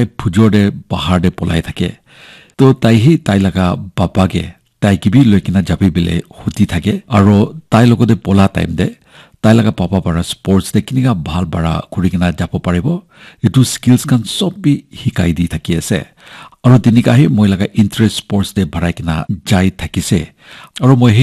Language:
Naga Pidgin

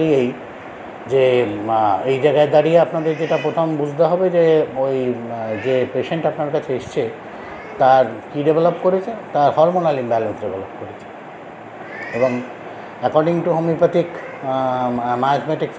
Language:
Bangla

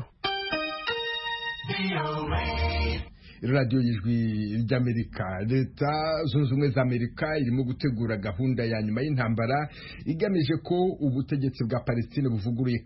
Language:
Kinyarwanda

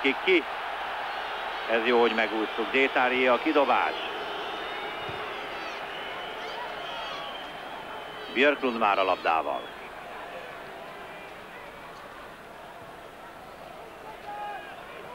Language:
Hungarian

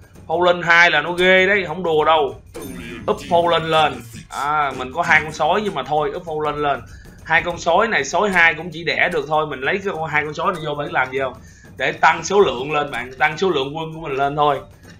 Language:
Vietnamese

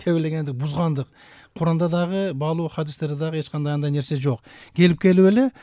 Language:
Kyrgyz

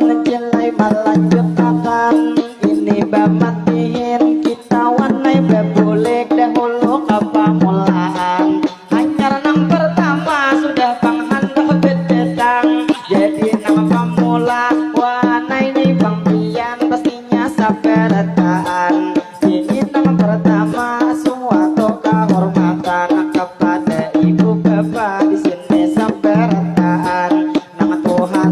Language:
Banjar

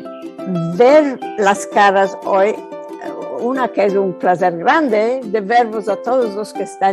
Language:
Ladino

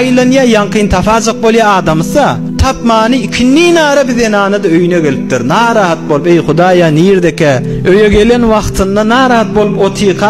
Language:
Turkmen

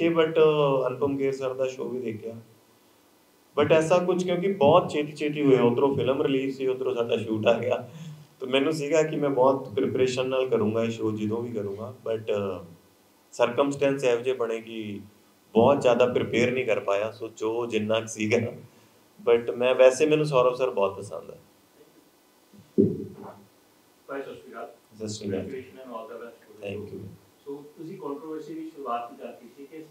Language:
Punjabi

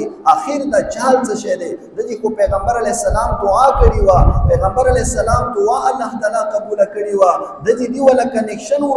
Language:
Pashto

